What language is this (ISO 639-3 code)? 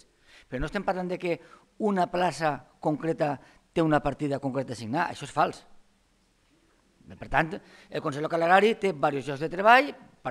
cat